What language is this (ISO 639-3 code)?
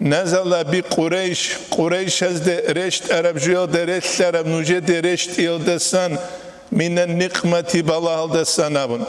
ava